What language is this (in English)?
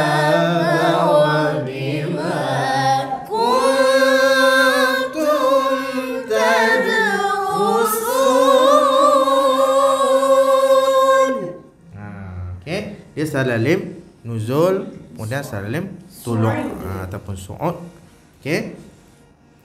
Malay